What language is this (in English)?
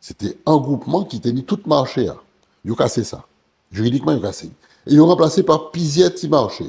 Guadeloupean Creole French